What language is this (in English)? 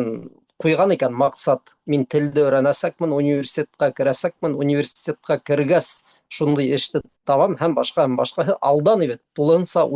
Bashkir